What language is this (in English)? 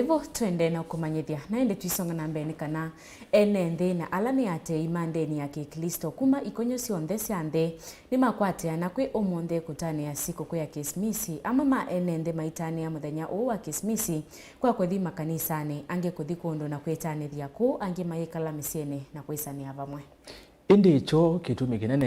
Kamba